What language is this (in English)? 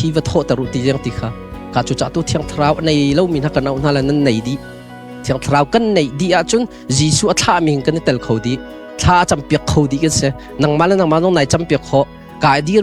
Hakha Chin